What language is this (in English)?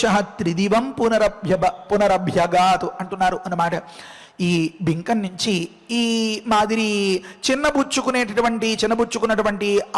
Telugu